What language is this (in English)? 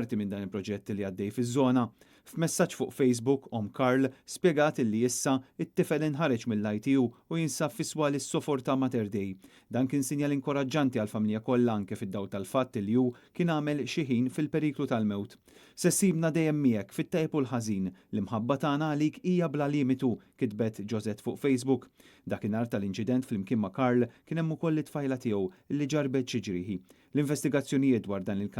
Maltese